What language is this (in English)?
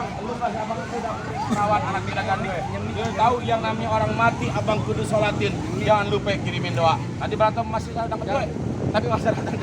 Betawi